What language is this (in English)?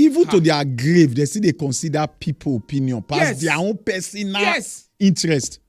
Nigerian Pidgin